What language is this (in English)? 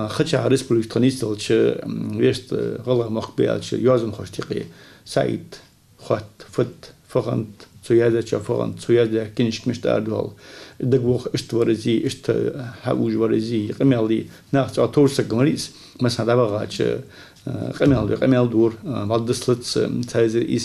Ingush